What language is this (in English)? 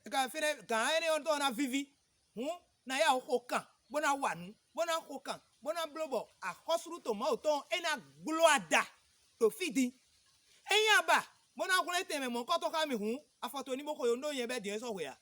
Fon